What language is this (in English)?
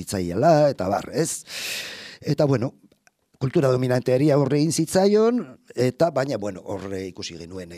Basque